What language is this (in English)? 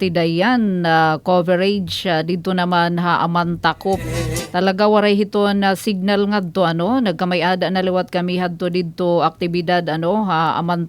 Waray